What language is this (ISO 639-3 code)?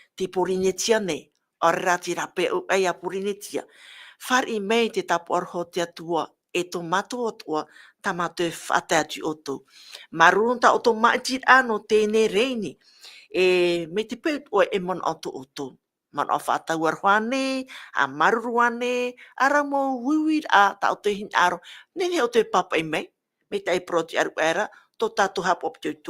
tah